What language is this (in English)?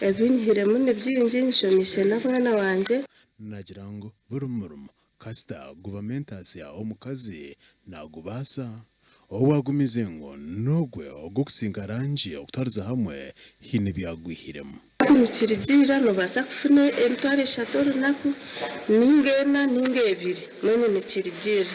Nyankole